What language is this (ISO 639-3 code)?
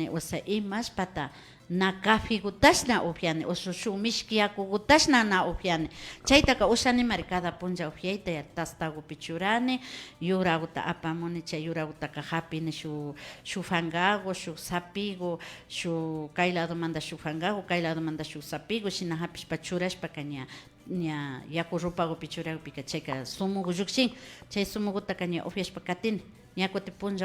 qvi